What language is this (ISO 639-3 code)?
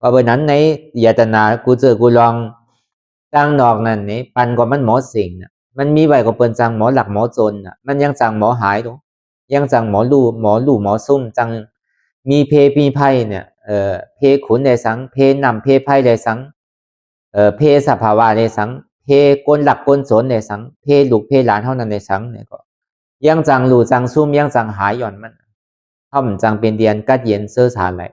shn